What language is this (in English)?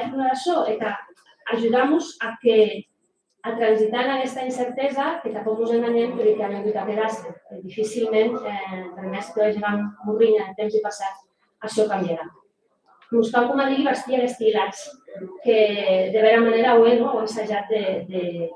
Occitan